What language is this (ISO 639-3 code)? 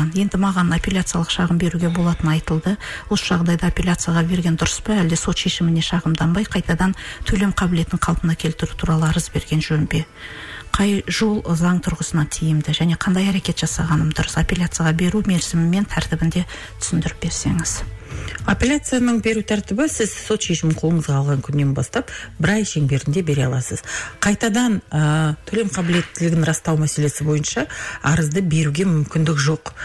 kaz